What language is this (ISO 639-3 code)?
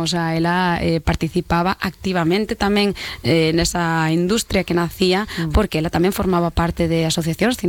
glg